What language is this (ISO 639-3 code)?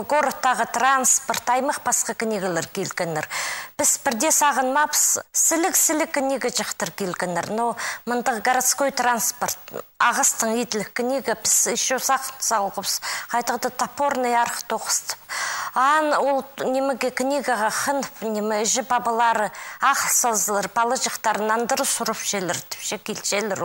kjh